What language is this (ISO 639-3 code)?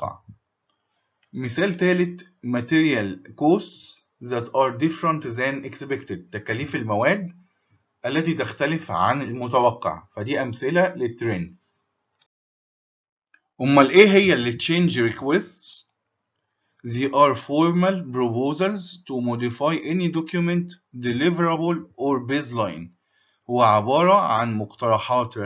arz